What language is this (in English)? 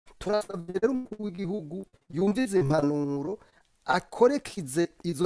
Rundi